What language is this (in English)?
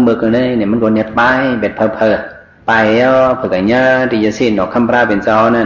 Shan